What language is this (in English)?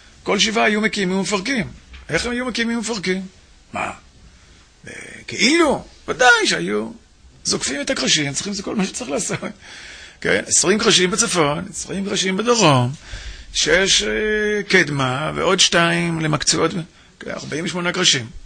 Hebrew